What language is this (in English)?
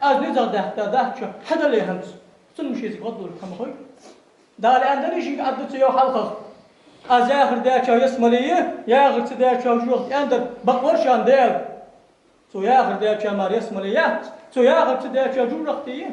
Ingush